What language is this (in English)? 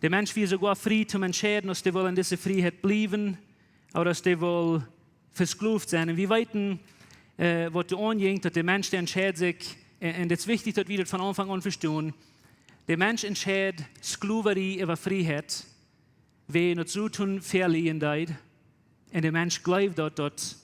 Plautdietsch